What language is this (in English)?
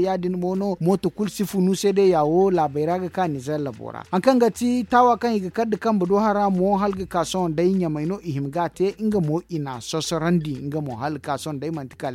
Zarma